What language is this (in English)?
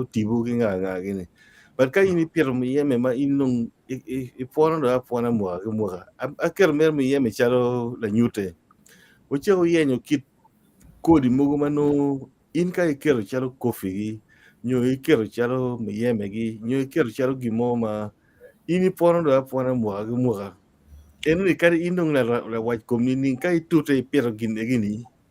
Acoli